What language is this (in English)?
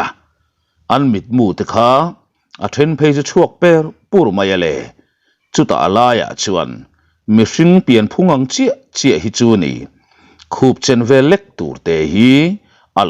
Mizo